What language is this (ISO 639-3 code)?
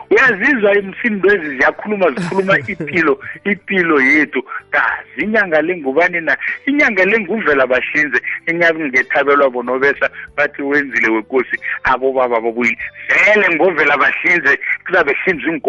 nbl